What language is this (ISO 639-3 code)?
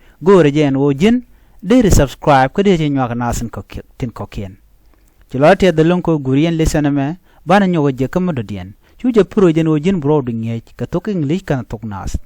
nus